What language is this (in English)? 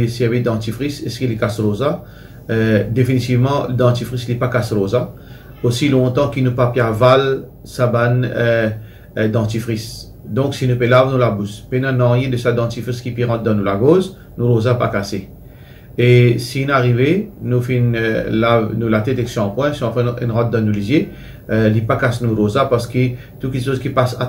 Morisyen